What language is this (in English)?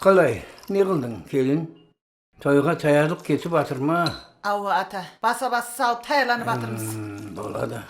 Kara-Kalpak